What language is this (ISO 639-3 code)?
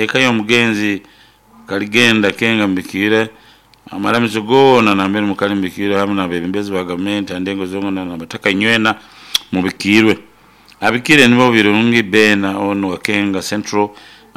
nyo